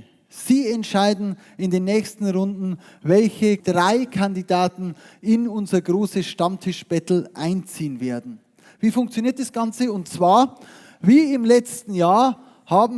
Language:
Bavarian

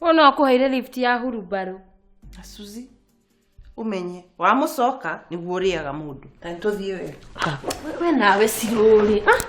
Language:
Kikuyu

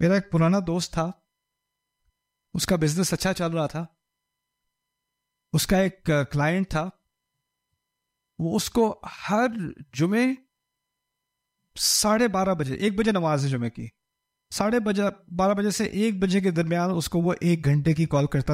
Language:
Urdu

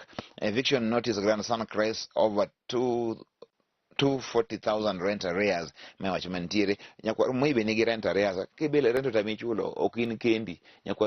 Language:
Luo (Kenya and Tanzania)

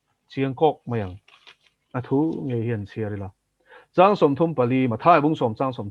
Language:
Mizo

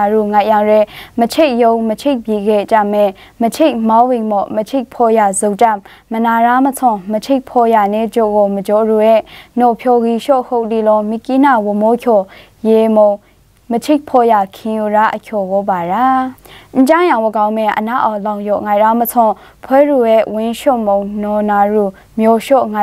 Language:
Maru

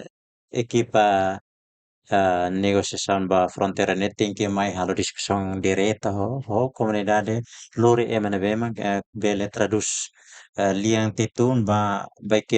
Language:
Tetum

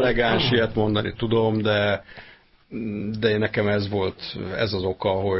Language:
Hungarian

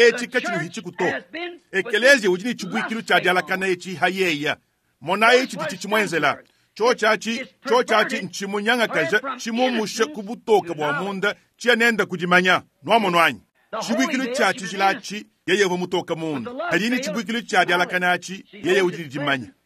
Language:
Luba-Lulua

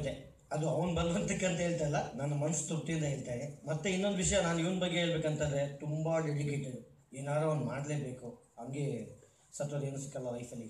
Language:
Kannada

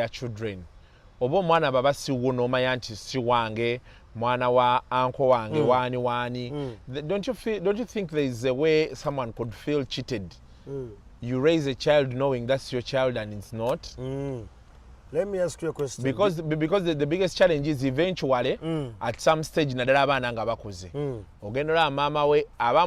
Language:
Ganda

